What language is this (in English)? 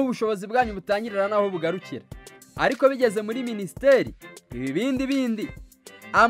Kinyarwanda